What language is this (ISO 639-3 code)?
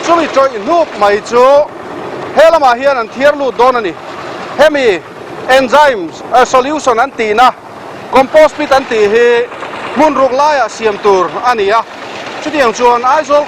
lus